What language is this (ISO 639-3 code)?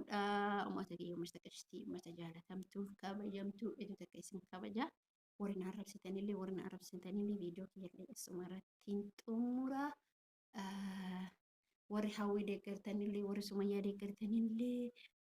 orm